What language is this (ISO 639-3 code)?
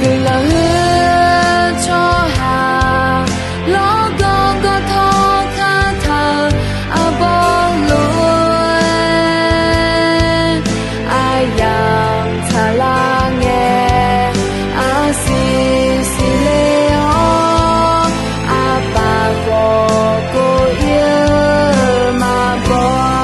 ahk